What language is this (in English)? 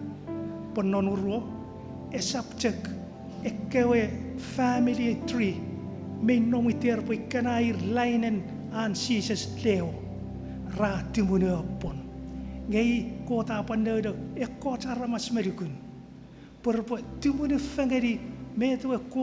Chuukese